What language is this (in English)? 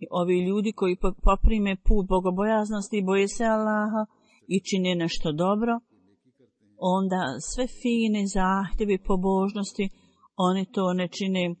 Bosnian